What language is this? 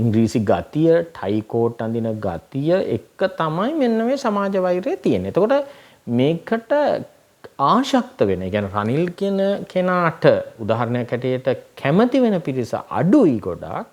Sinhala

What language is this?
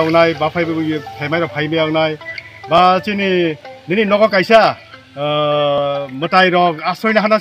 Kok Borok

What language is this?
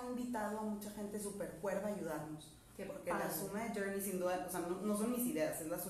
Spanish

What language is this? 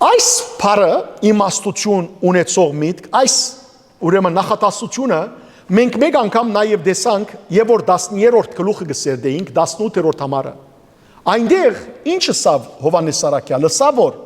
Western Armenian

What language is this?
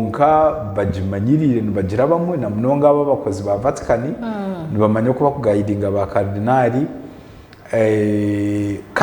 Nyankole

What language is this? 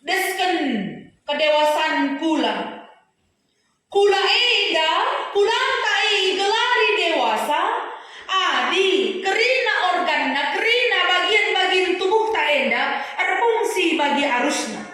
Batak Karo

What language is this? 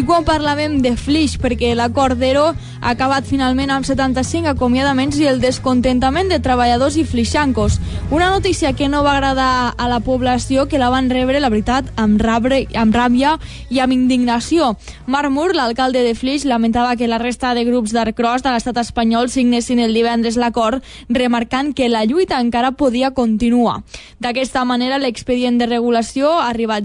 Catalan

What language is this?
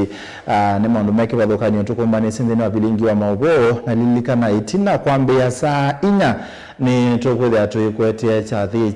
Kamba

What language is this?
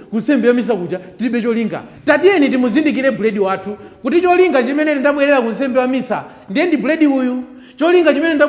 Nyanja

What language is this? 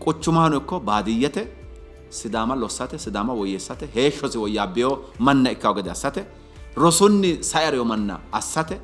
Sidamo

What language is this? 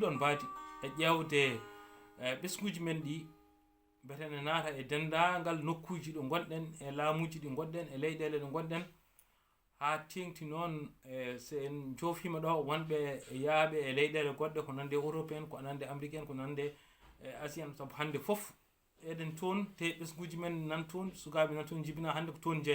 Fula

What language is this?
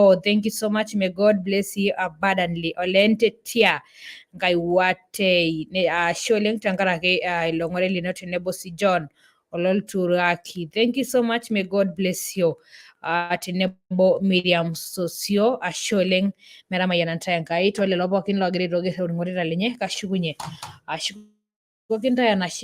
Masai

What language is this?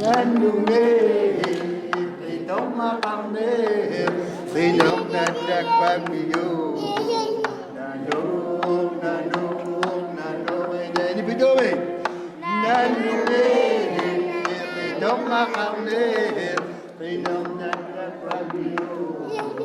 Kalaallisut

